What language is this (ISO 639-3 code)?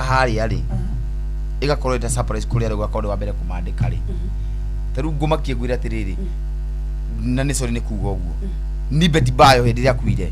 kik